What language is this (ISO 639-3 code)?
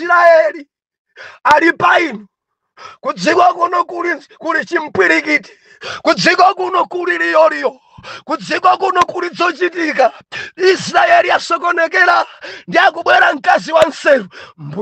nya